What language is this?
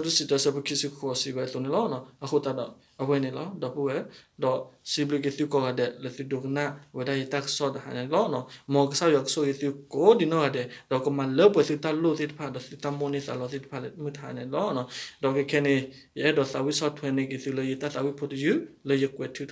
S'gaw Karen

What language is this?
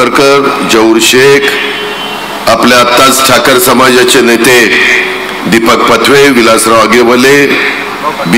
Marathi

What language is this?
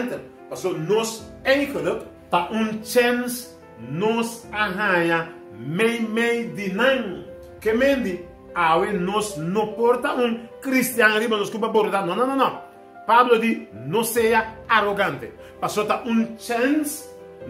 Papiamento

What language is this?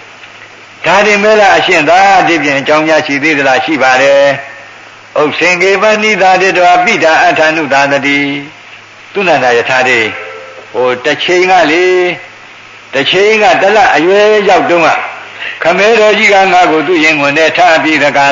Burmese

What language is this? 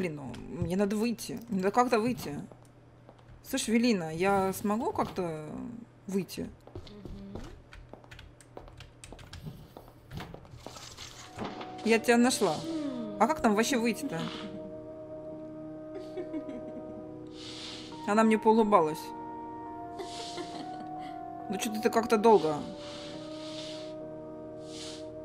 Russian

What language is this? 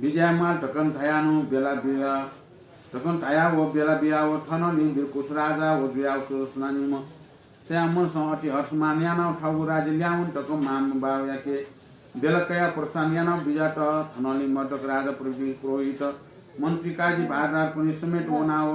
Newari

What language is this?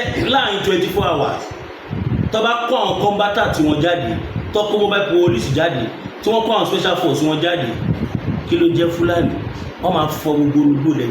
Yoruba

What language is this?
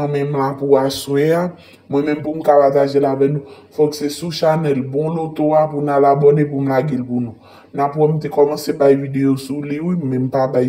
Haitian Creole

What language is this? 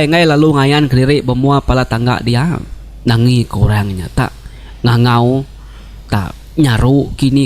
Iban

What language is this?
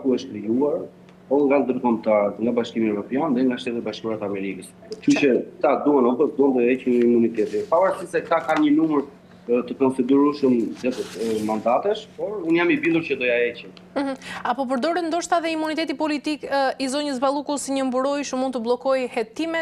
Albanian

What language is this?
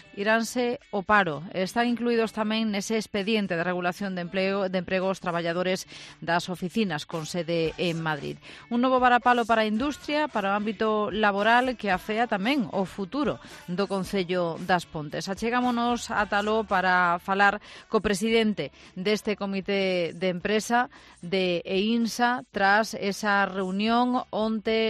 Galician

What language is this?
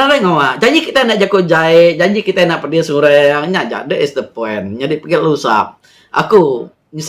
Iban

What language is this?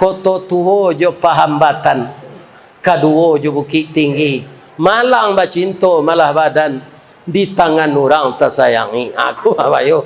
Minangkabau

